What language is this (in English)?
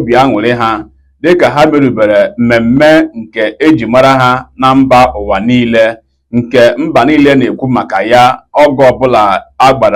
Igbo